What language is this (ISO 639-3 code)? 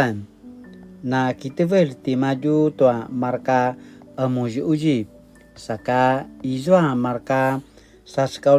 pwn